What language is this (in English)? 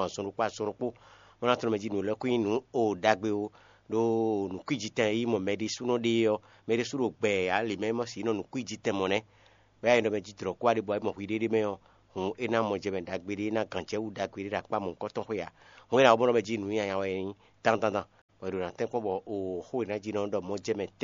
Fon